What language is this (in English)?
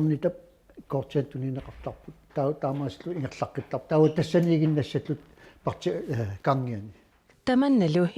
Kalaallisut